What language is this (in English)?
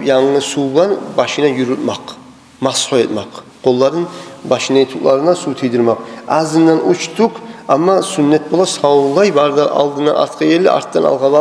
Kumyk